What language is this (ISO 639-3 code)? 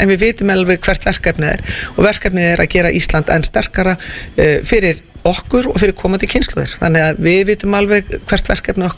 isl